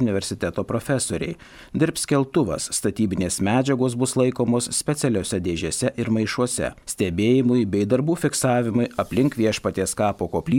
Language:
Lithuanian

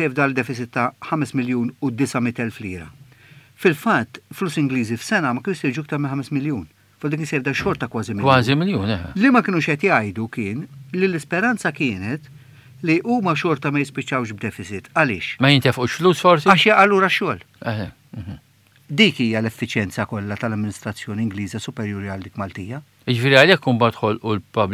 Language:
Maltese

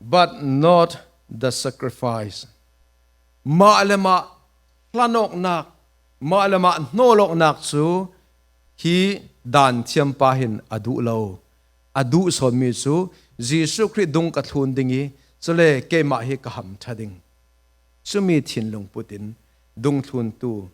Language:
Falam Chin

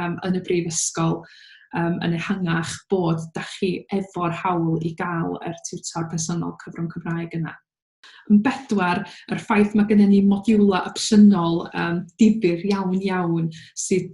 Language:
Welsh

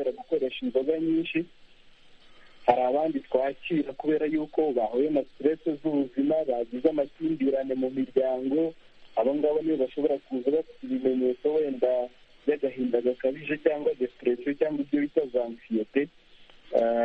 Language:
Kinyarwanda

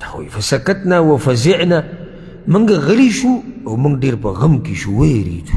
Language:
Pashto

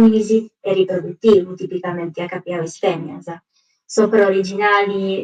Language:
Sardinian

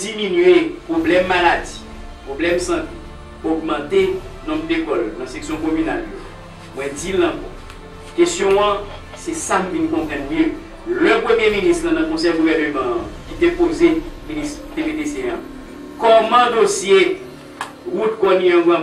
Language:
Haitian Creole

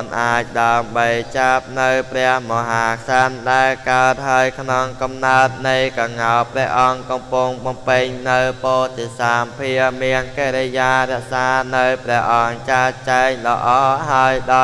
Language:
Khmer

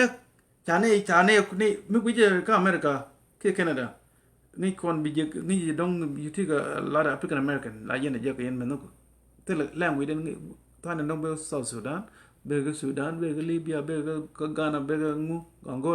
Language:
Nuer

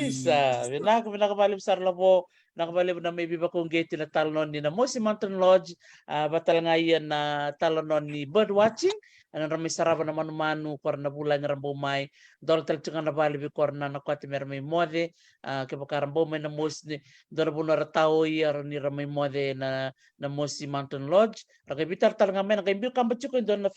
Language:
Fijian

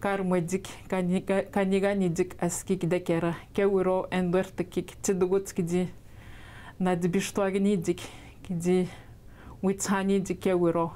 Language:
Atikamekw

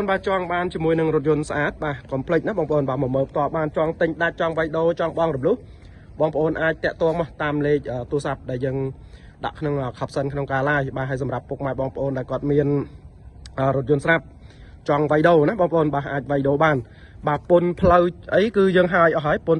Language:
Khmer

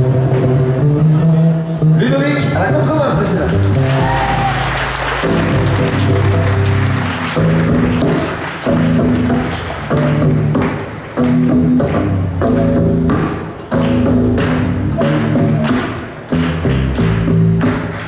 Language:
French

